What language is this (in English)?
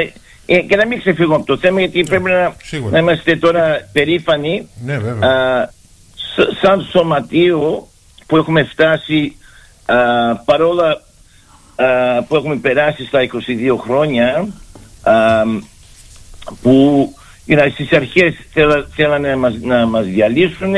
Greek